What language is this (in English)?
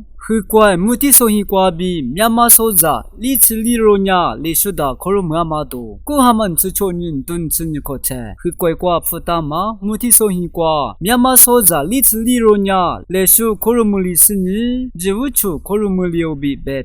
Lisu